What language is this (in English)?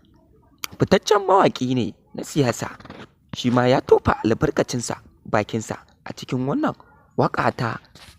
Hausa